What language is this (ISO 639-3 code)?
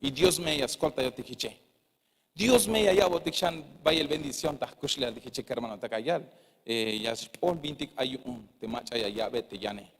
tzh